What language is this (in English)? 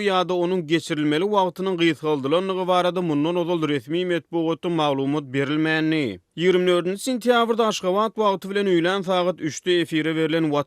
Turkmen